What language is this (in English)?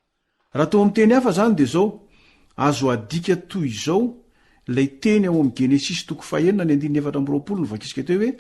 Malagasy